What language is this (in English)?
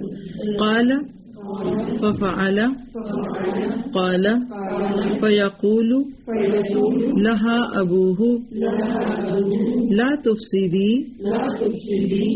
Urdu